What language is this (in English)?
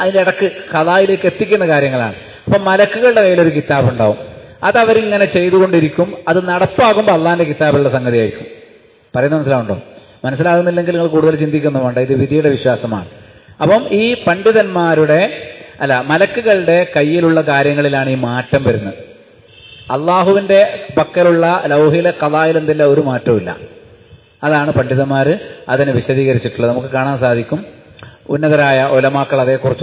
Malayalam